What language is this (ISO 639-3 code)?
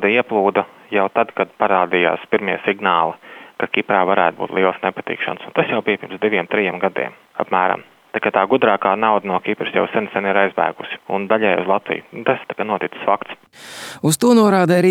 lav